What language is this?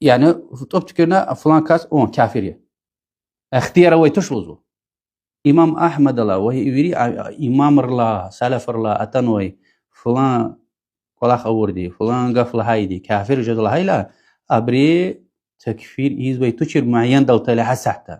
Lezghian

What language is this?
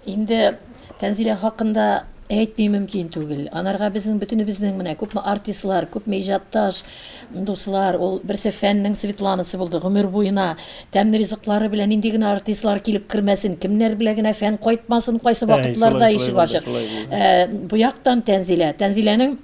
Tatar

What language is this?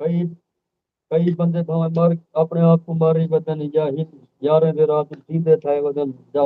Saraiki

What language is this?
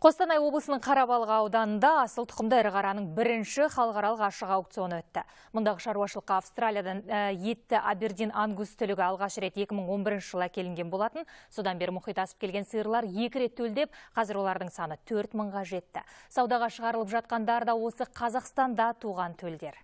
Kazakh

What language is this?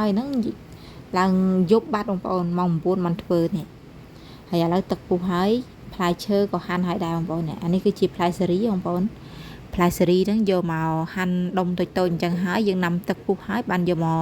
Khmer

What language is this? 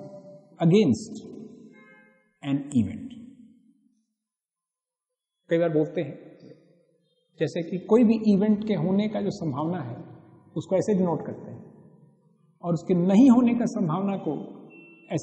Hindi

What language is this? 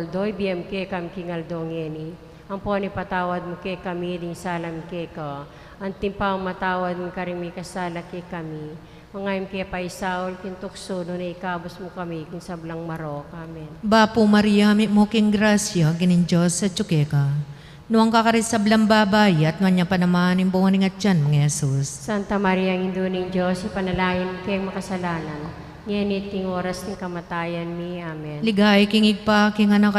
Pampanga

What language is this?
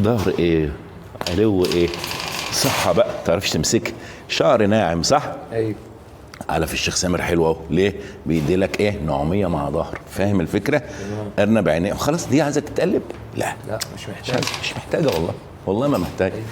Egyptian Arabic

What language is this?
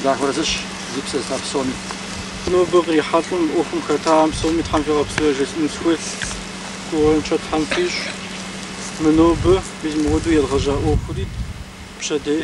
Kabardian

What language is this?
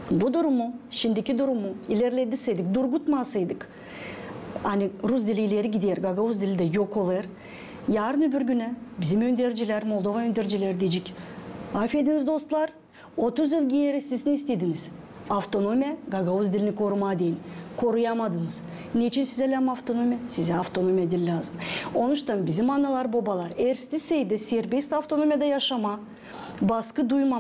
Gagauz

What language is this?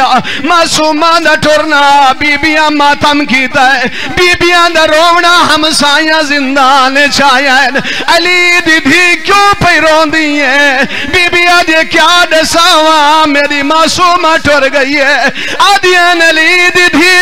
Saraiki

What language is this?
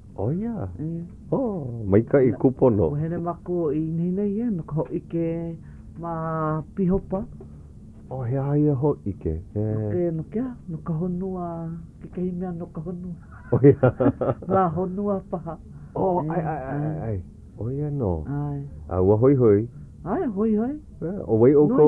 Hawaiian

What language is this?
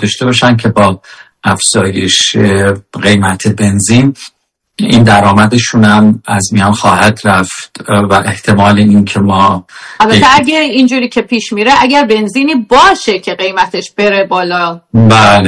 Persian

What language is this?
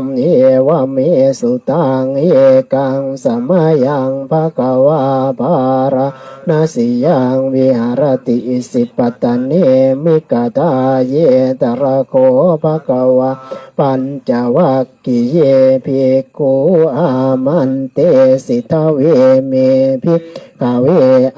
Pali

